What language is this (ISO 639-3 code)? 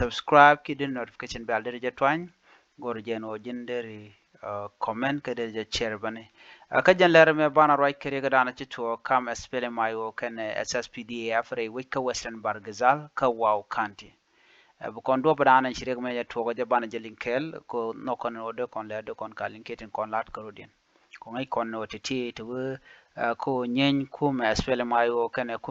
nus